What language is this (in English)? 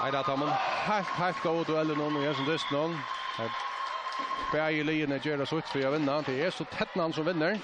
Faroese